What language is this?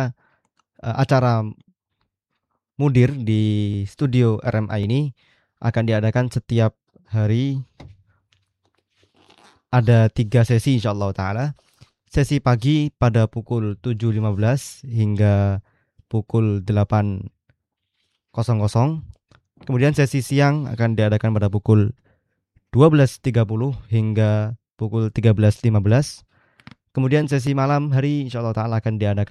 Indonesian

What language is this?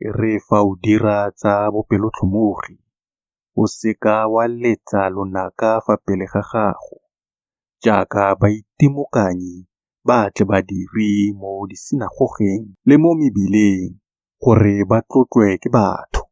Tswana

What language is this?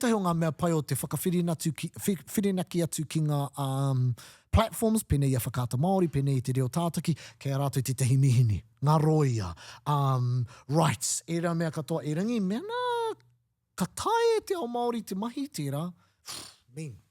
Māori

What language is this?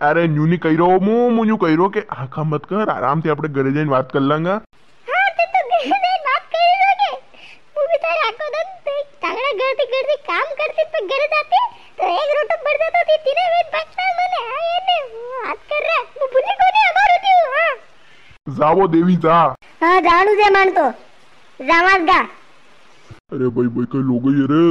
Rajasthani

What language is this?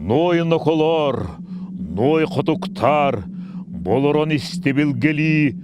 Yakut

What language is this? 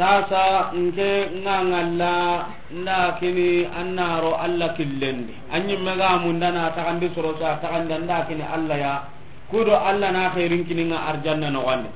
Soninke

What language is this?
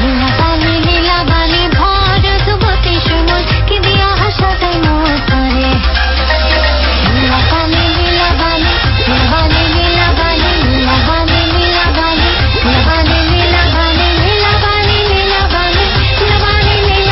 Bangla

